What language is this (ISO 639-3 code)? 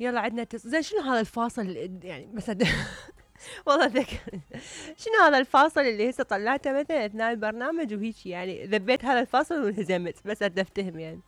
acm